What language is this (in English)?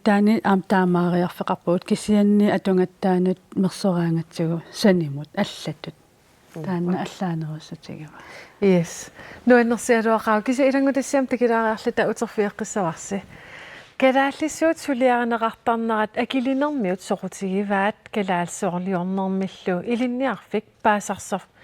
Kalaallisut